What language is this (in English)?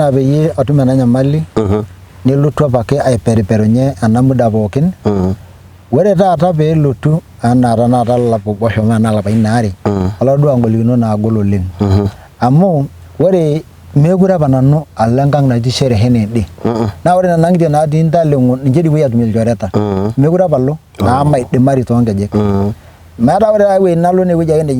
Masai